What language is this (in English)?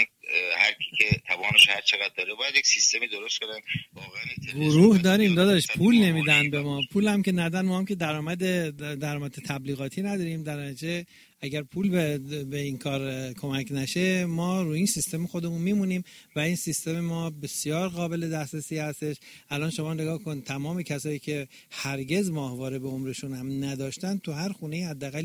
Persian